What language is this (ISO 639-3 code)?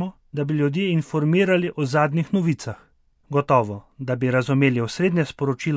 slv